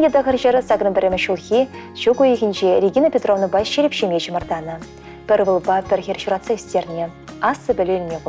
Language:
Chuvash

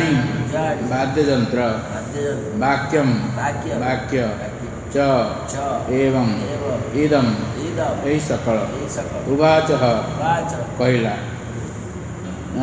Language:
Odia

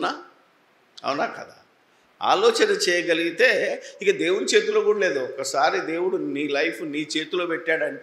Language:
Telugu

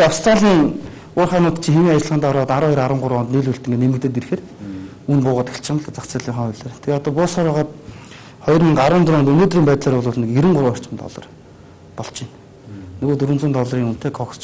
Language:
Mongolian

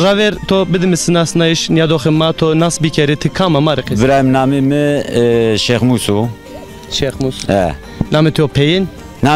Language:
Zaza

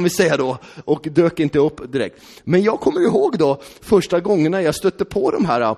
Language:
Swedish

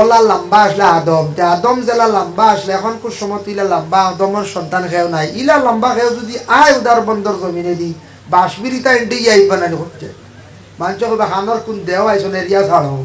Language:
Sylheti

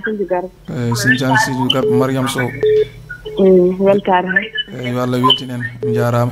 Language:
Fula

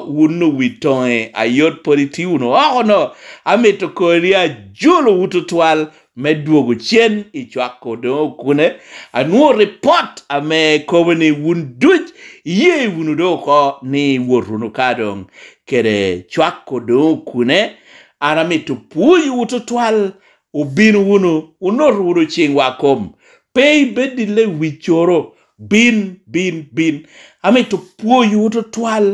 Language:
Lango (Uganda)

